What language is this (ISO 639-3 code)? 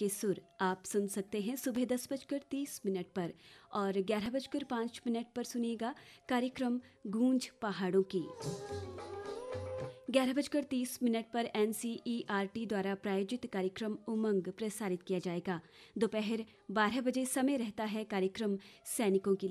hin